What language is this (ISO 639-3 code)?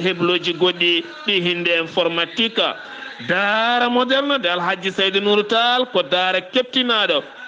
ful